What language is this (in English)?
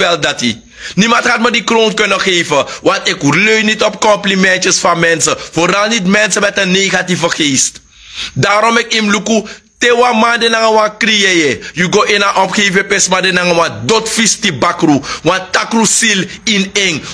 Sranan Tongo